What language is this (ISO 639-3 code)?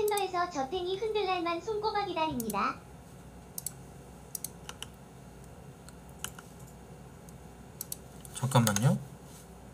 kor